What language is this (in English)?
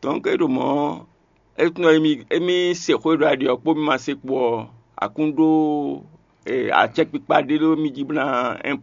Fon